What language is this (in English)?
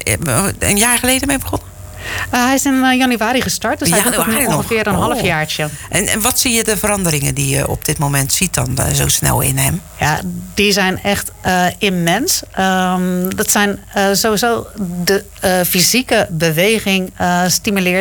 Dutch